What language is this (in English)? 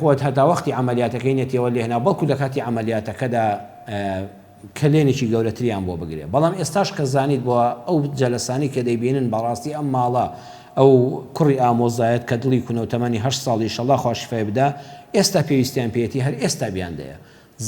Central Kurdish